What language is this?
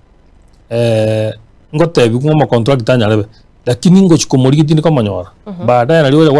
Gusii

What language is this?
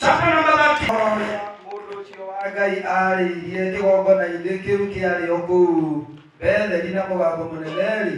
Kikuyu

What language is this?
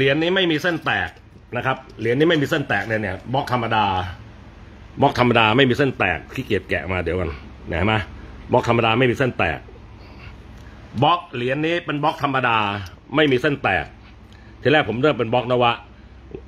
Thai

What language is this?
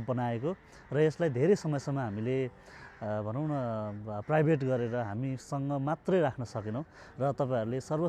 Nepali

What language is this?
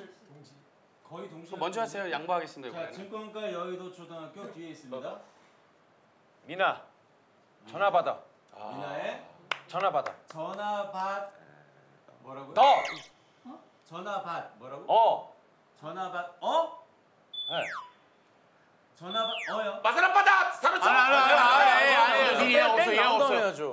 Korean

